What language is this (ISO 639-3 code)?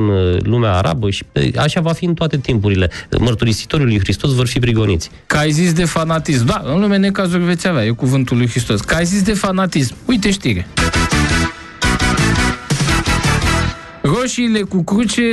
ron